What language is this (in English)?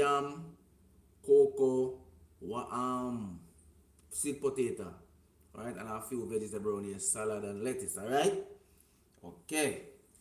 Jamaican Creole English